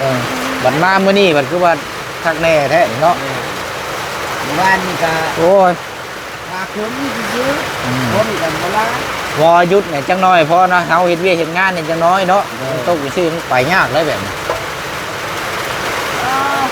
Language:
Lao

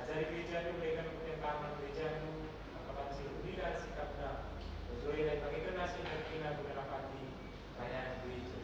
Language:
Batak Karo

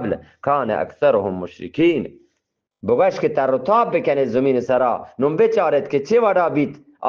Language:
Eastern Balochi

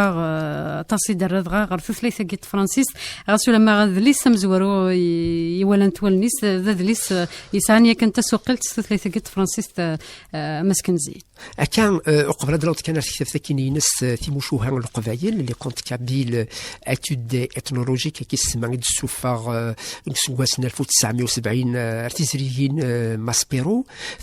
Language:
Kabyle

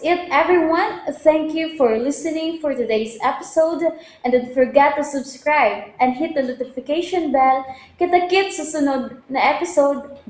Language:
Cebuano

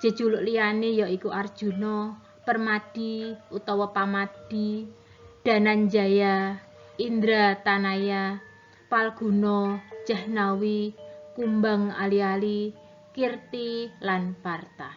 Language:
Javanese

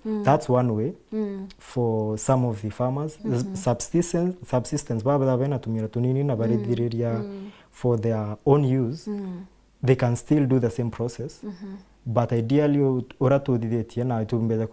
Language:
Meru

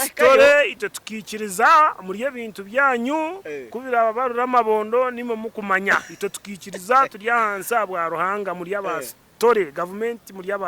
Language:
Nyankole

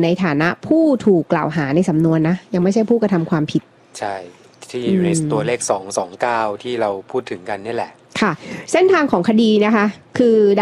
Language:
Thai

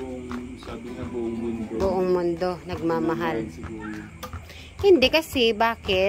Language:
Filipino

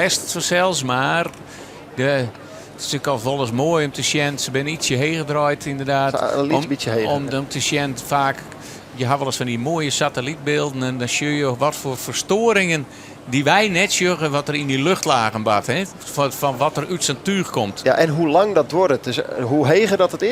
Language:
Western Frisian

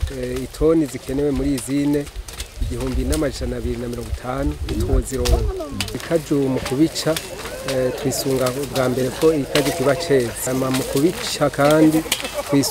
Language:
Rundi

